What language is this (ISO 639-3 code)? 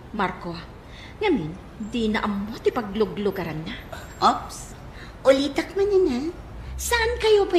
ilo